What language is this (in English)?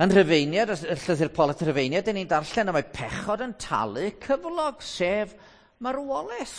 Welsh